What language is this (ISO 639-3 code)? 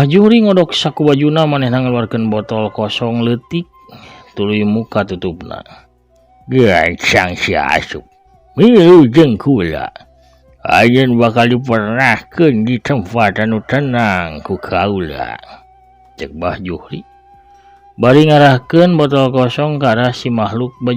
sun